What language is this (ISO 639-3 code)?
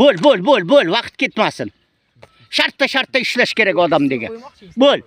uzb